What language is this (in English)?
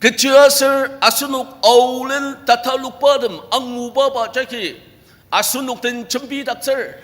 Ao Naga